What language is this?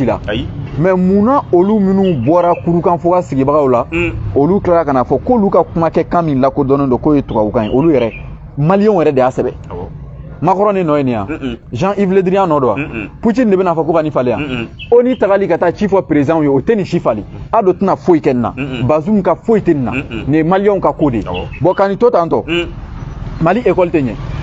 Bambara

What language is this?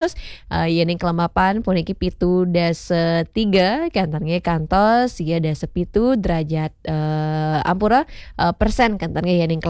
Balinese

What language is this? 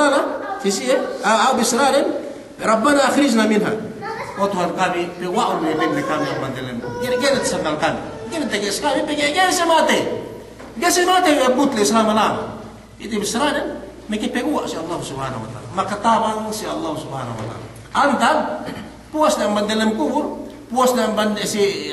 Yakan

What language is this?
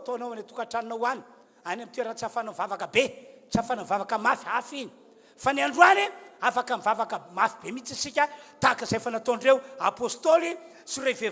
Malagasy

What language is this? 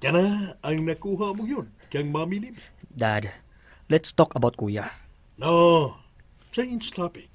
Cebuano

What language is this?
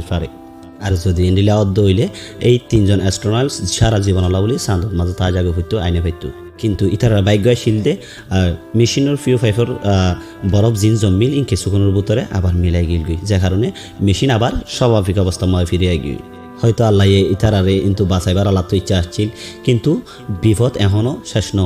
Rohingya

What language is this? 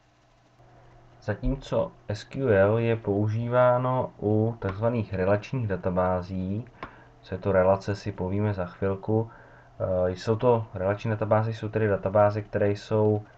Czech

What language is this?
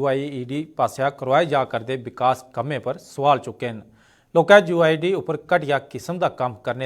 Dogri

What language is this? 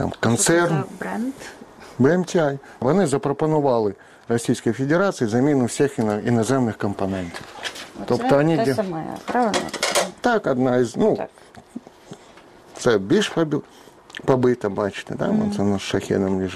Ukrainian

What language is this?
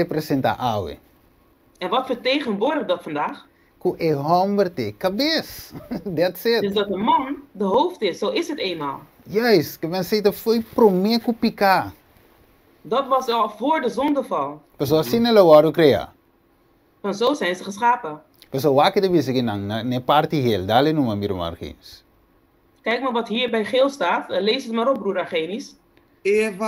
Papiamento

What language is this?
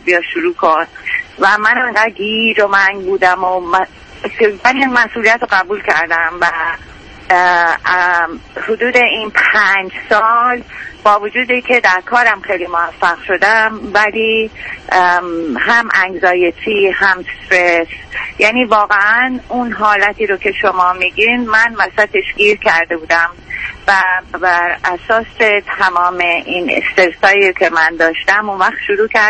Persian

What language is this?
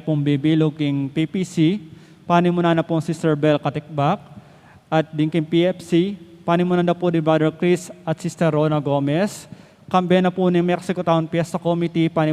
Pampanga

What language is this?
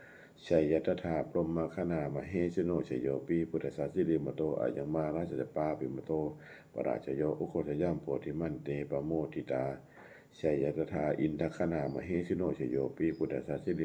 Pali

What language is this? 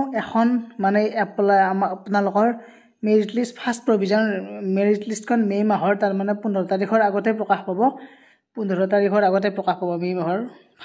Assamese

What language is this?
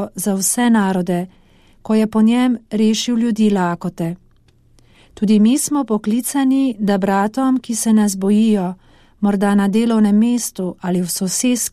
Slovenian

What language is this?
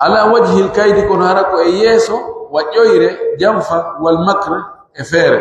Pular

